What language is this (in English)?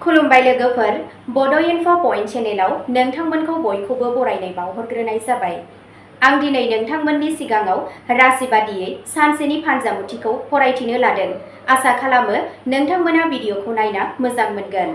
Bodo